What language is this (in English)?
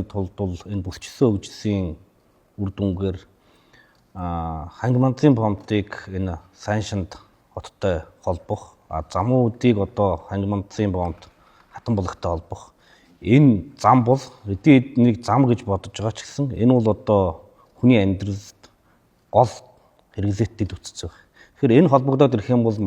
Mongolian